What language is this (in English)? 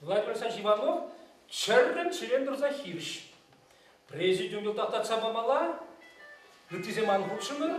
Chuvash